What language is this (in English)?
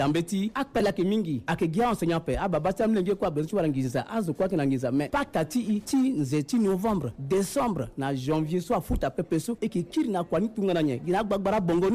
Sango